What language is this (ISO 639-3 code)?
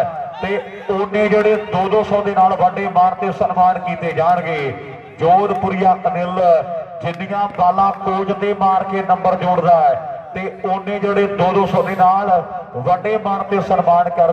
pan